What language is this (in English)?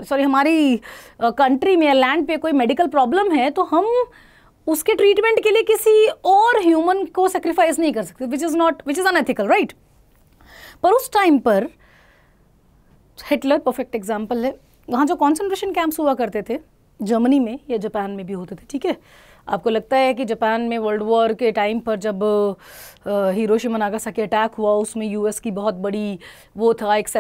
Hindi